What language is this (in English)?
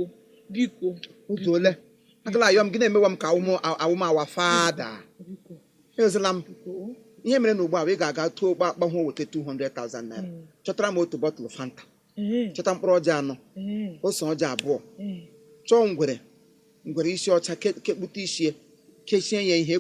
Igbo